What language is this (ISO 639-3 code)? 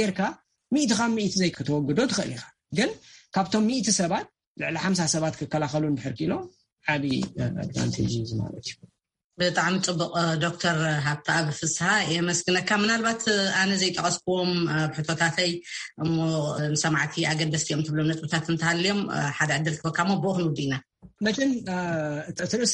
tir